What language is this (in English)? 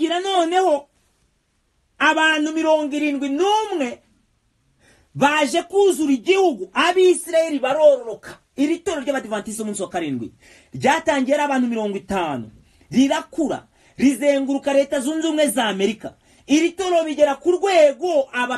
Kinyarwanda